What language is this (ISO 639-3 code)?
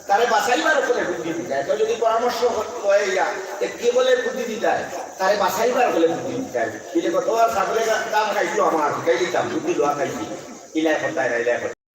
syl